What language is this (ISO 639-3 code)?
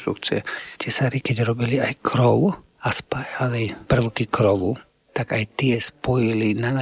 slk